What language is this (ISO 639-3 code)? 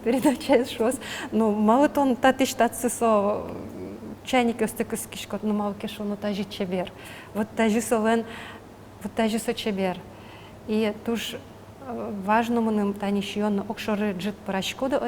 udm